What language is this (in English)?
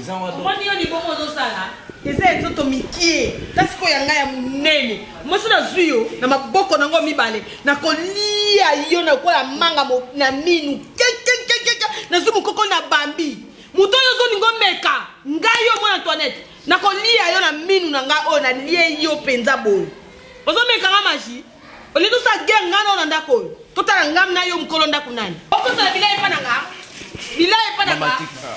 Lingala